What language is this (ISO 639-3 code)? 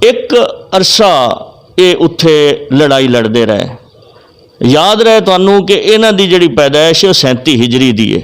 lah